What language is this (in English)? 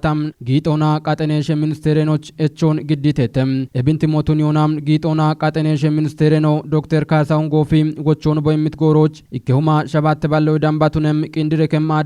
Kafa